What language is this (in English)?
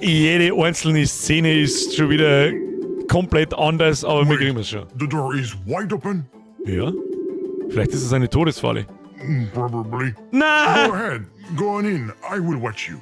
Bavarian